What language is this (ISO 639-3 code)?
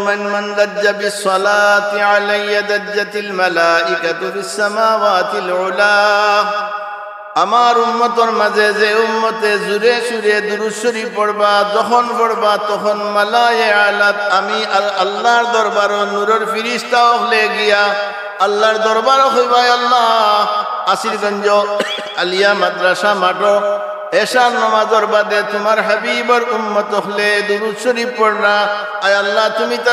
syl